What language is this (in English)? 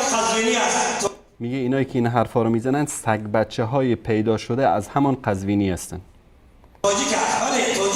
Persian